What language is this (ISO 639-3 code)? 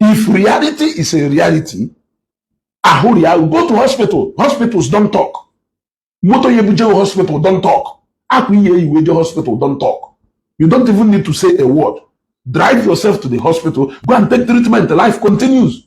ibo